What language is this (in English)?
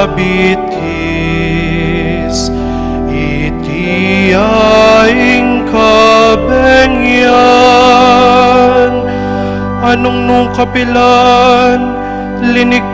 Pampanga